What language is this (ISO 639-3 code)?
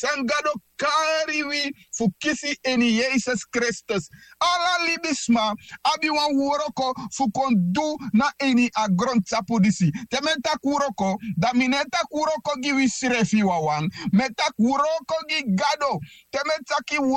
srn